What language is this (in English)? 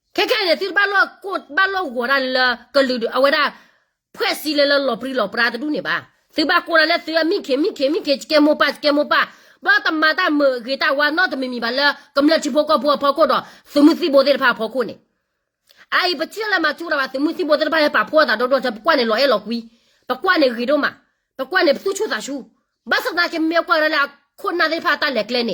S'gaw Karen